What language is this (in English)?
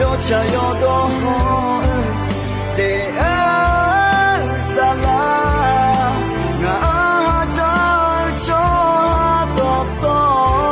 Akha